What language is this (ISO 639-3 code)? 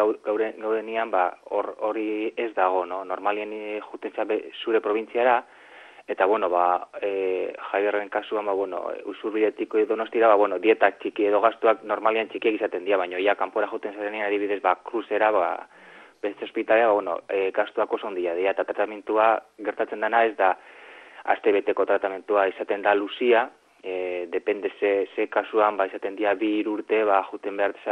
eus